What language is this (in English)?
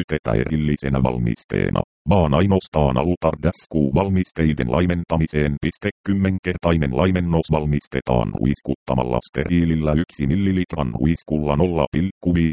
Finnish